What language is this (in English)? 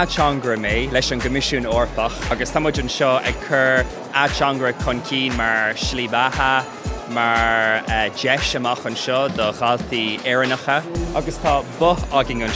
Irish